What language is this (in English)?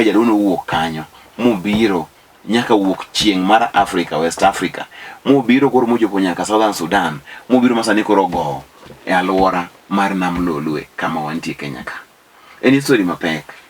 Luo (Kenya and Tanzania)